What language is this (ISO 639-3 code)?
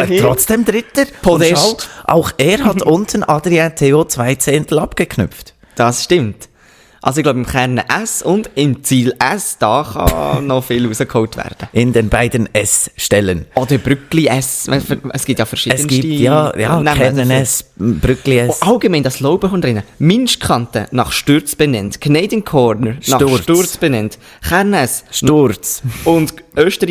gsw